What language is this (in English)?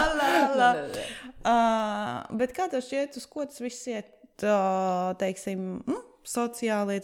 Latvian